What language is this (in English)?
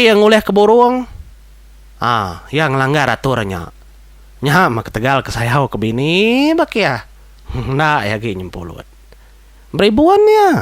Iban